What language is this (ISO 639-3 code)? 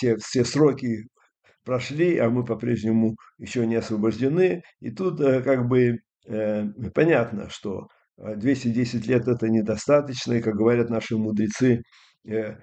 rus